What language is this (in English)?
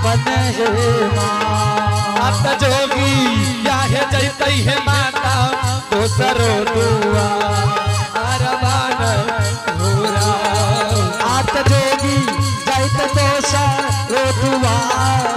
Angika